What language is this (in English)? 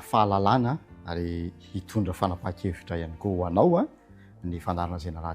Malagasy